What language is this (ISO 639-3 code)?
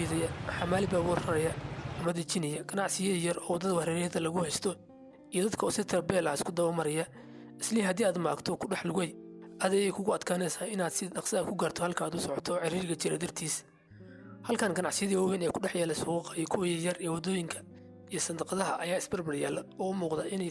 som